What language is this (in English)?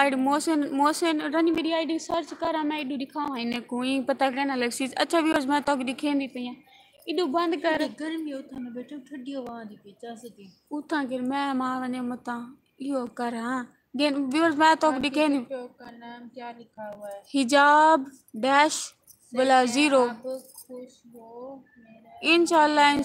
Saraiki